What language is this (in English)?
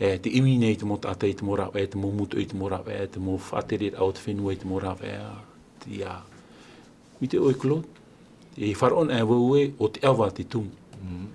Tahitian